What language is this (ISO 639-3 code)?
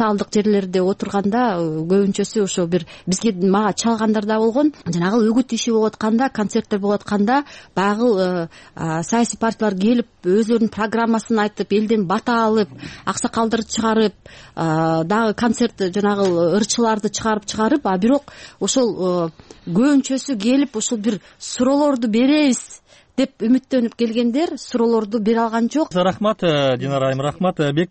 kir